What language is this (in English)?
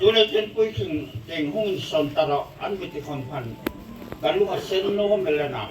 Hmar